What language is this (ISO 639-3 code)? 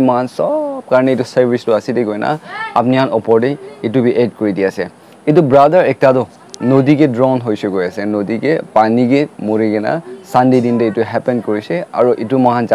nag